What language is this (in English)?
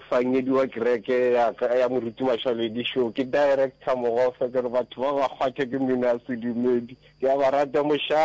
Northern Sotho